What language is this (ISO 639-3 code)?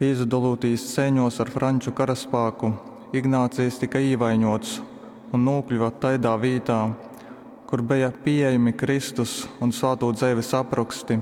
ltg